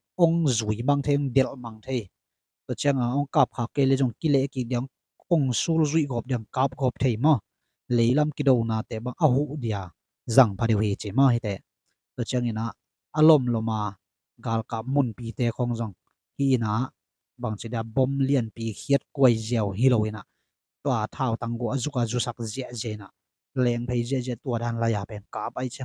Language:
Tedim Chin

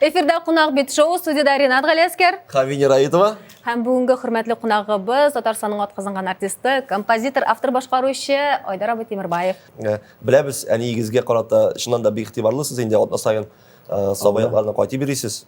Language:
Tatar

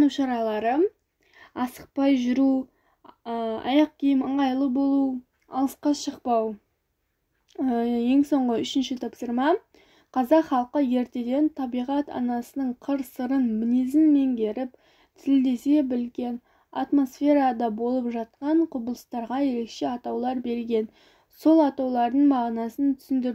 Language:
Kazakh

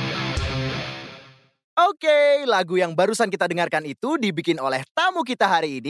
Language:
Indonesian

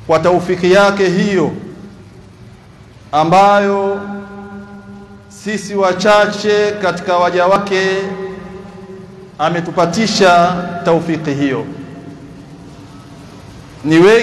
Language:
Swahili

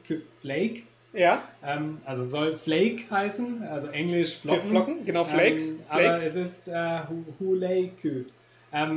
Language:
German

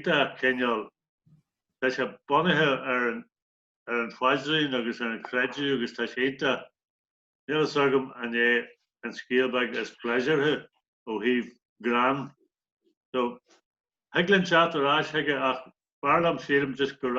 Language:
Irish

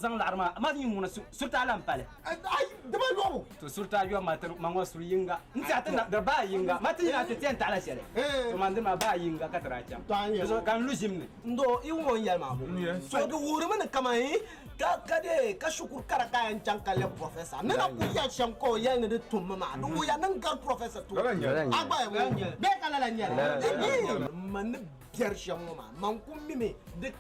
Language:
Dagbani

